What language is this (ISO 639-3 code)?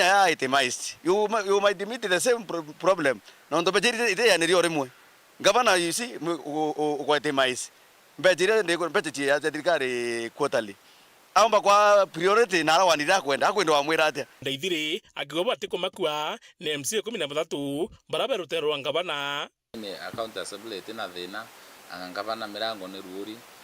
mer